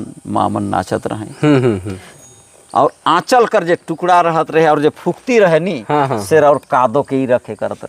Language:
Sadri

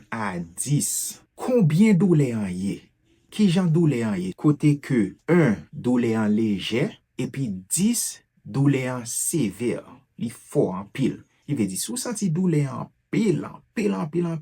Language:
Haitian Creole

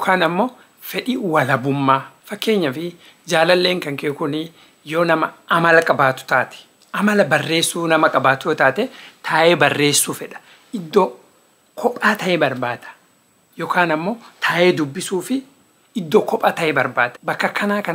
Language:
Oromo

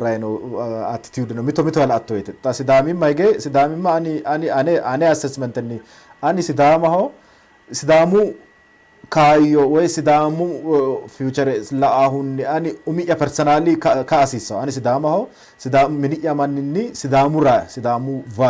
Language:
Sidamo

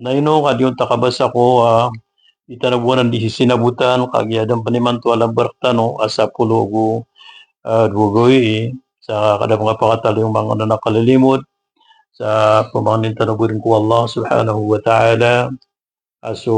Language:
Maranao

